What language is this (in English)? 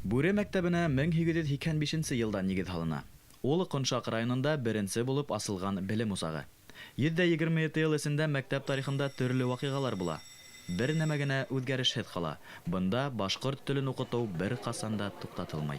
Bashkir